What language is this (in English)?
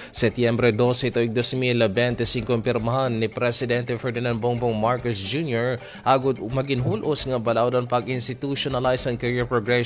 Waray